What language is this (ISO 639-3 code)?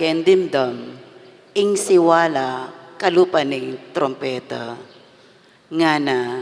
pam